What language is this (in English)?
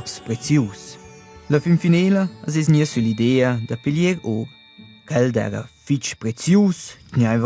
Romansh